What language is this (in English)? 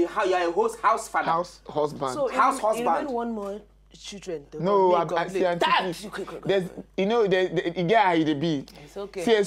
Nigerian Pidgin